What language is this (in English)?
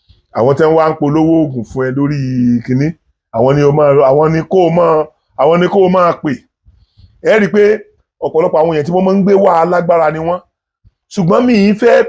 Yoruba